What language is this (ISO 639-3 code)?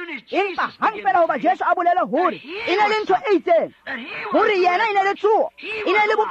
tsn